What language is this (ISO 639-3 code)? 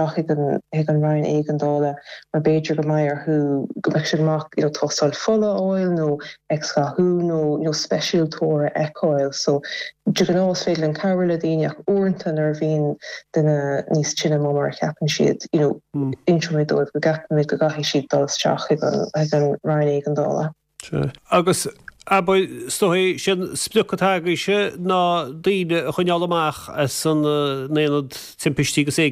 gle